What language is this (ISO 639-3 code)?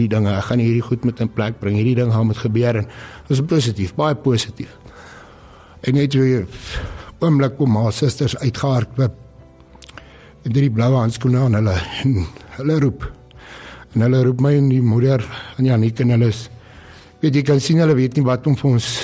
afr